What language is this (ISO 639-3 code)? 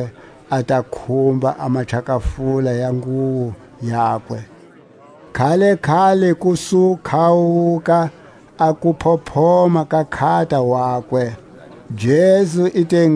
tsc